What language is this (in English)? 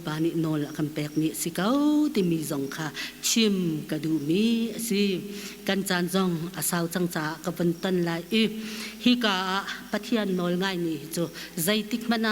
Hakha Chin